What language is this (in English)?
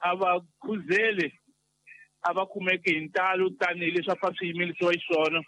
Tsonga